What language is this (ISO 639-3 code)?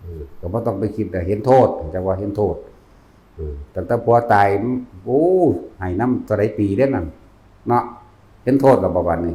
tts